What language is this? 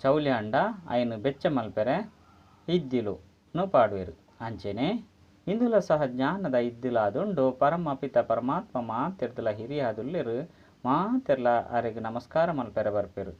Tulu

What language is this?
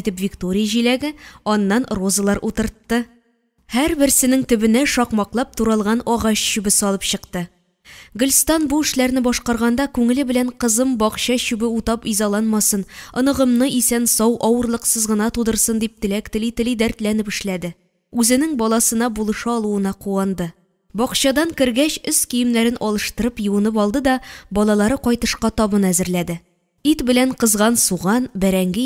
Tatar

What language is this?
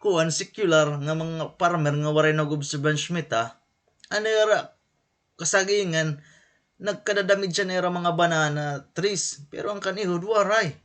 Waray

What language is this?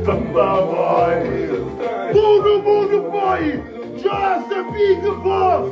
Kabuverdianu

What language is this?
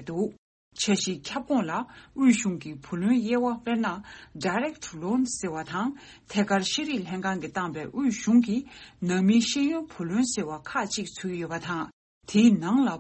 Tibetan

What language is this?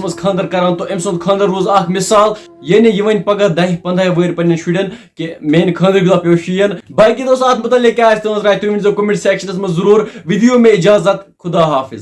Kashmiri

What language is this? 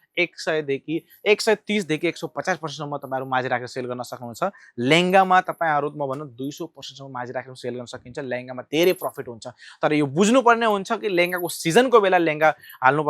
Nepali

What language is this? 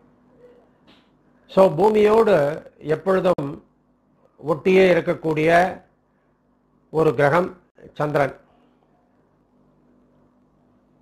Tamil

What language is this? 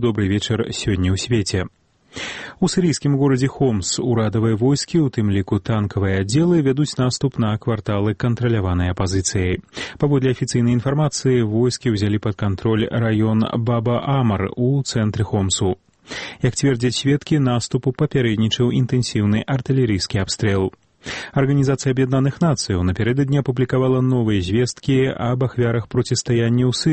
Belarusian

